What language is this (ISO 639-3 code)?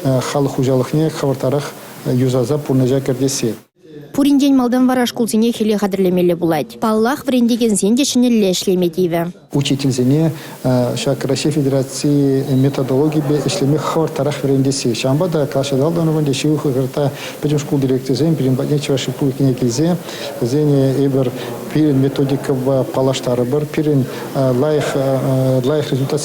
chv